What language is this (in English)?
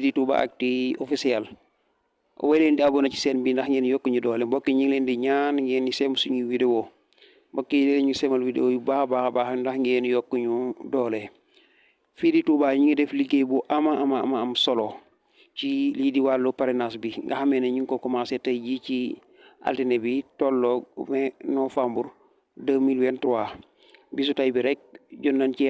Wolof